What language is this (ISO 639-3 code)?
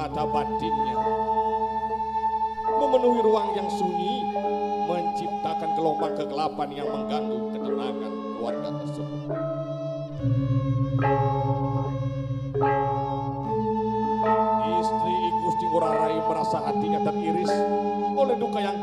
ind